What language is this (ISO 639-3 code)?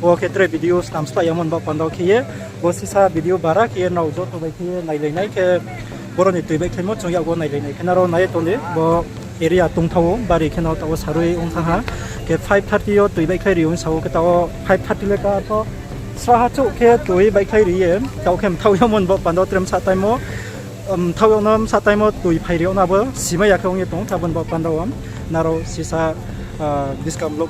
ria